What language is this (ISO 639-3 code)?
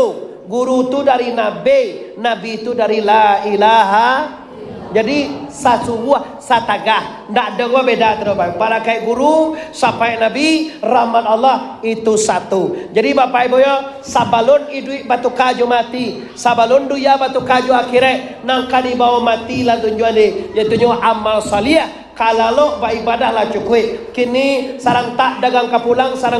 min